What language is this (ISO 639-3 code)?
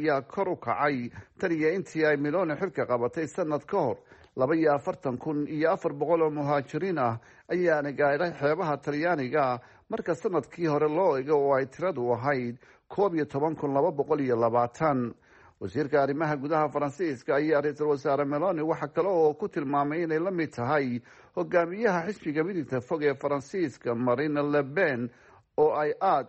som